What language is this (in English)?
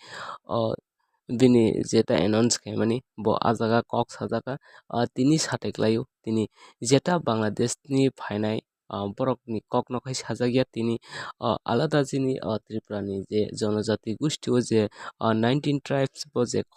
Kok Borok